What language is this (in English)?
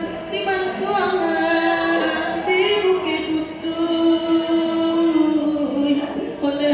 Minangkabau